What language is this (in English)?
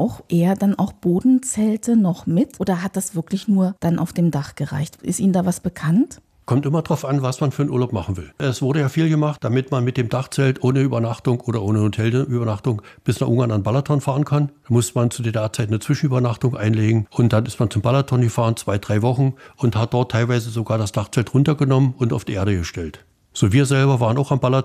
German